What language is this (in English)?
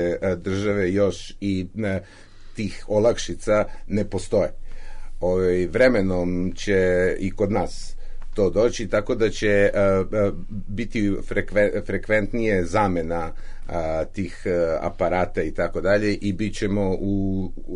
Serbian